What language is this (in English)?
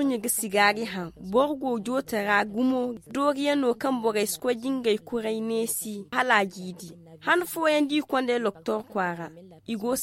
Zarma